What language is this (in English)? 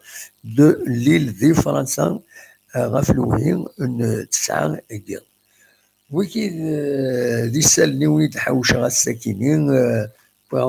Kabyle